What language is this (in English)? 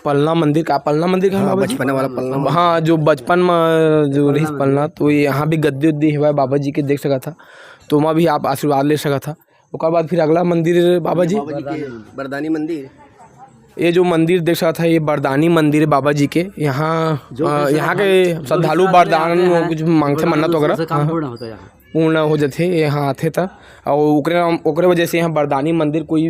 Chhattisgarhi